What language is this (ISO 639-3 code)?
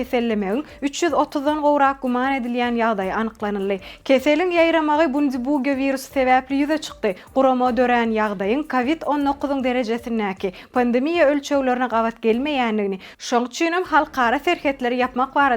tuk